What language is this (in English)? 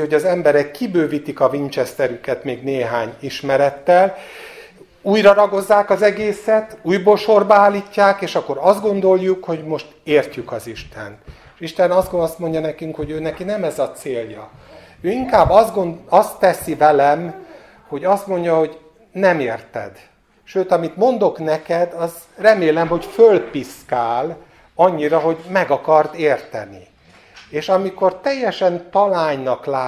Hungarian